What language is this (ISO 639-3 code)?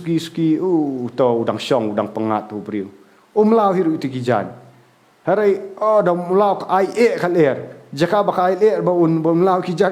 kha